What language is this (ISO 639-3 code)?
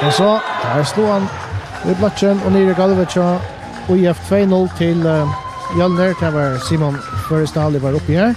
fao